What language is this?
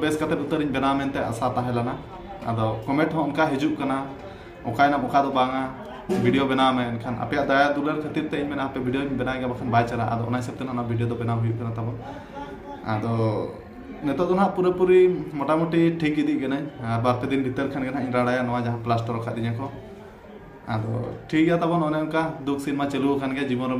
Santali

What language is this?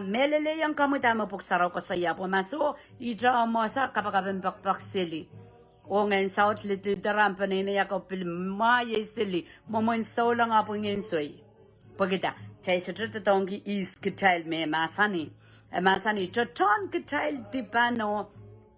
Pohnpeian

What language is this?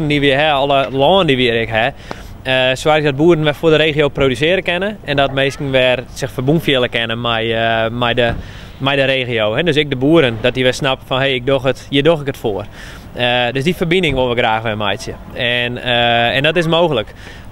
Western Frisian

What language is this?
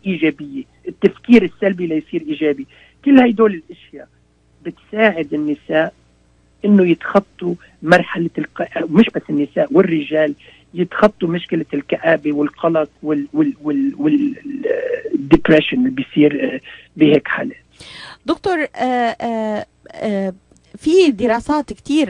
North Levantine Arabic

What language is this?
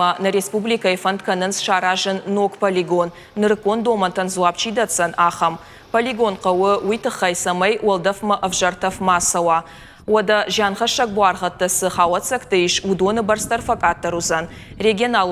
Ossetic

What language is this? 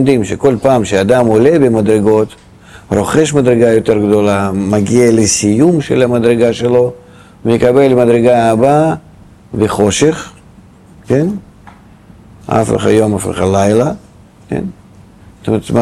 Hebrew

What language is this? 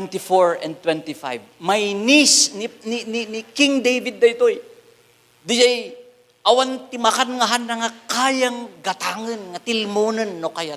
Iloko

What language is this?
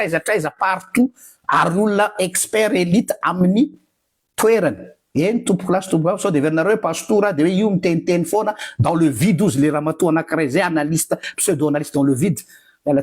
Malagasy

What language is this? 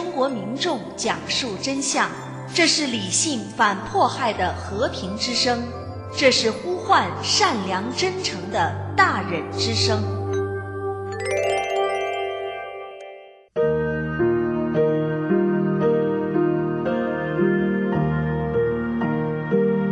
Chinese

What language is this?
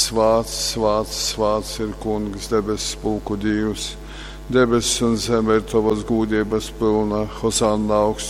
Latgalian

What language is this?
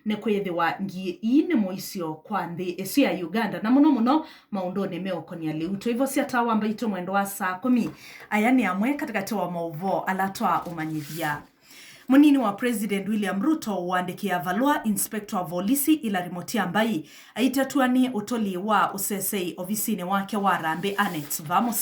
Kamba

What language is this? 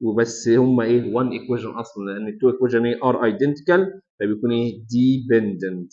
Egyptian Arabic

